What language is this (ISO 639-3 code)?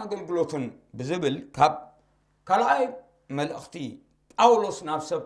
tir